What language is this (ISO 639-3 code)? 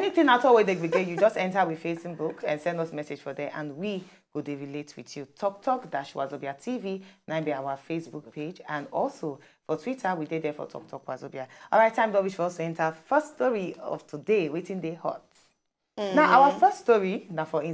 pcm